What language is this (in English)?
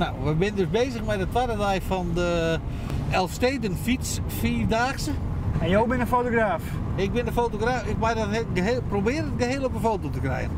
Western Frisian